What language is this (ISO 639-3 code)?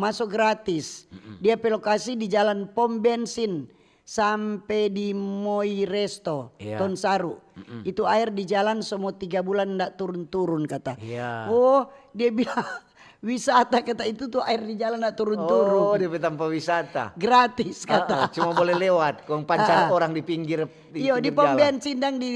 xmm